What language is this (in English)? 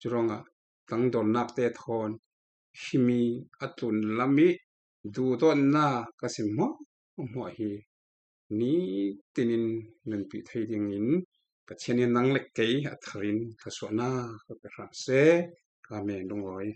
Falam Chin